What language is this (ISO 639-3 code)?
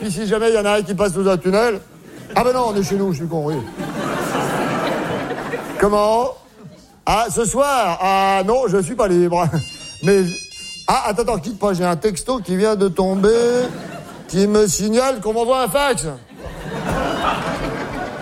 fra